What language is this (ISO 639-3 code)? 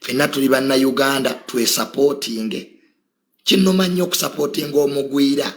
lug